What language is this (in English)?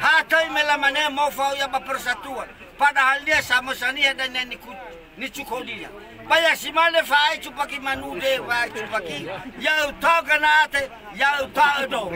Nias